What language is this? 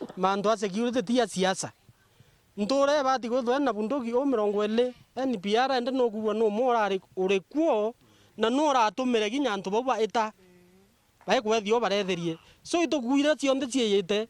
Meru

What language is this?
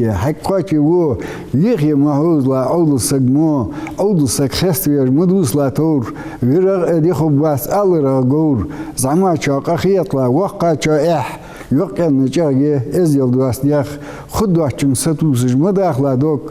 Ingush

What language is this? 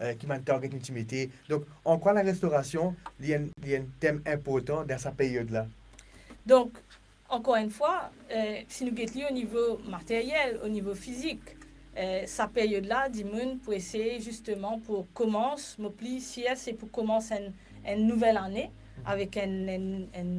Morisyen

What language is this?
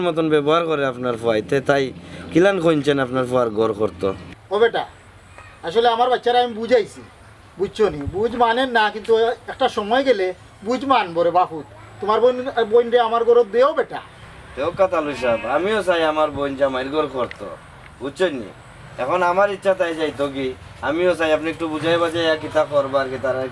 Sylheti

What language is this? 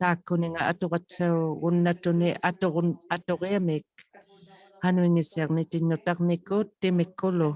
Inuktitut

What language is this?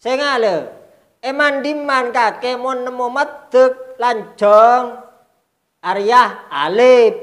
Madurese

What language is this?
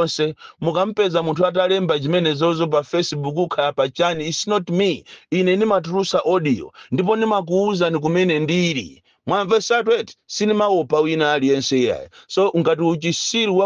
Nyanja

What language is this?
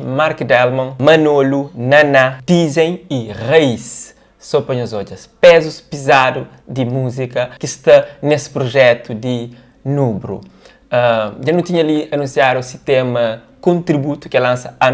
Kabuverdianu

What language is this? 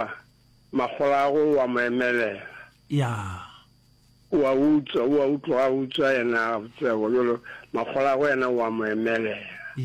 Northern Sotho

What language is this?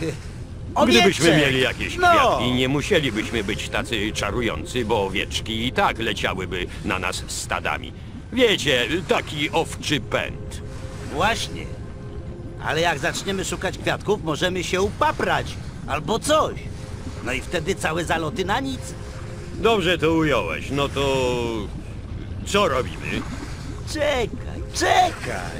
Polish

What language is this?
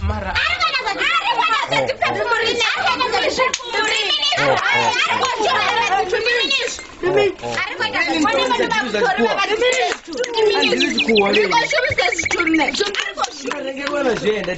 Venda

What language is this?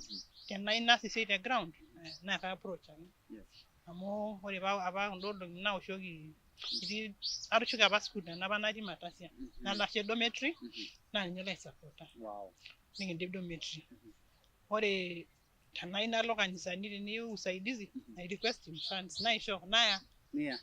Masai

